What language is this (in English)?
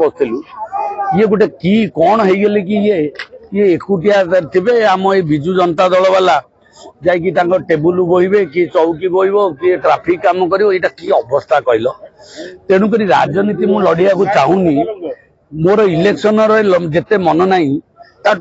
Odia